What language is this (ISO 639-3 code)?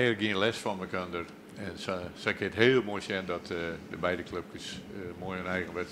fry